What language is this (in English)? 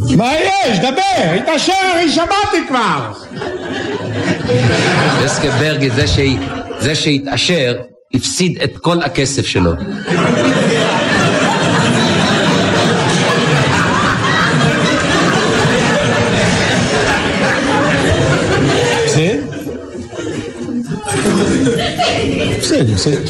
Hebrew